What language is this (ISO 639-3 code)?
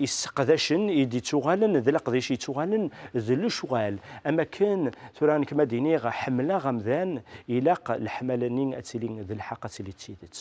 kab